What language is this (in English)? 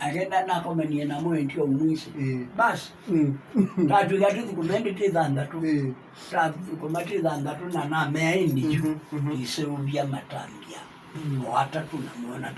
Kamba